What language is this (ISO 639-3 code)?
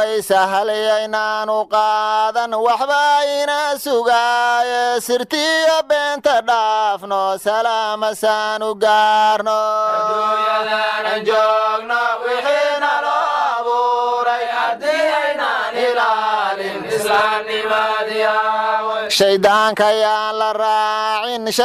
som